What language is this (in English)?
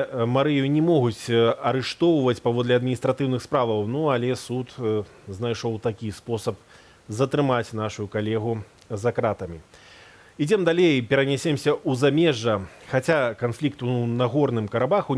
Belarusian